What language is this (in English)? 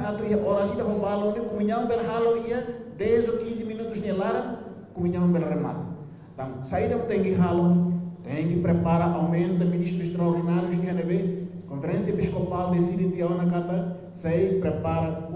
Tetum